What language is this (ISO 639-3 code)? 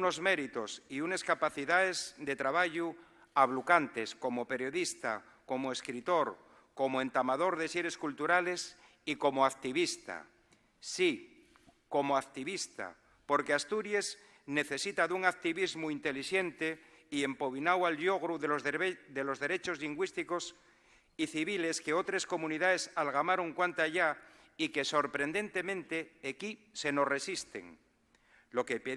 ast